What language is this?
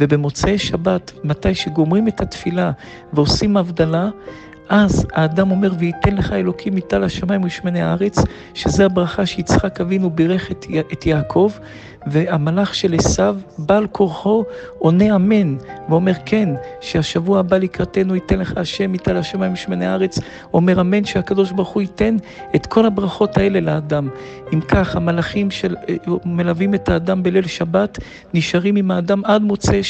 Hebrew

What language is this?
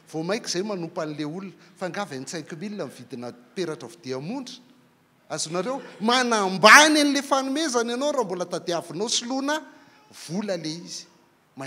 Malagasy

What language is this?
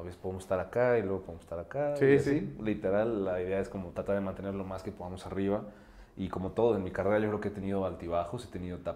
Spanish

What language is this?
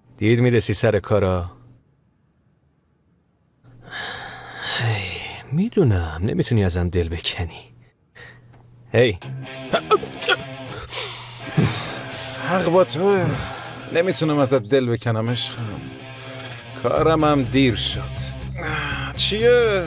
Persian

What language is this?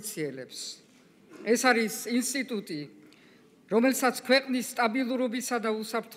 Georgian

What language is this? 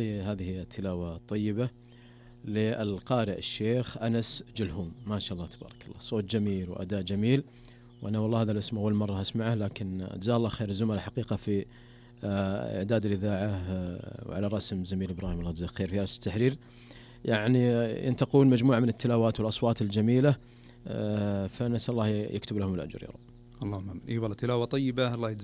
Najdi Arabic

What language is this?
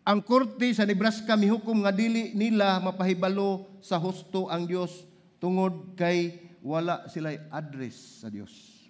Cebuano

